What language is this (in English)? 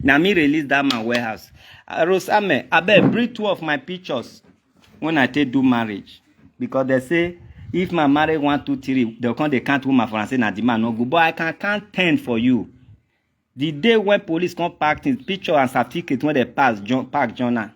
Nigerian Pidgin